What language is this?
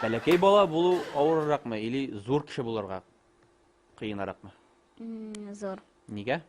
Tatar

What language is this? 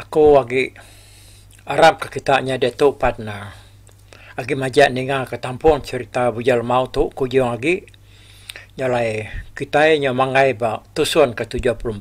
Iban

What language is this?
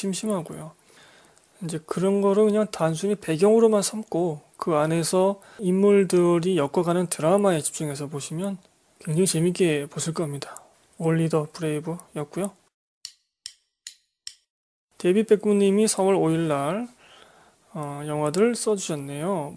Korean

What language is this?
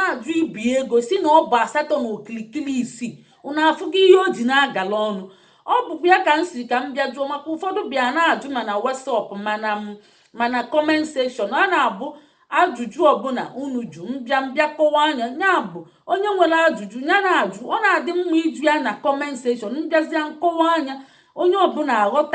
Igbo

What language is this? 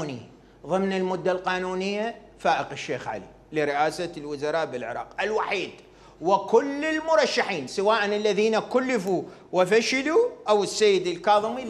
Mesopotamian Arabic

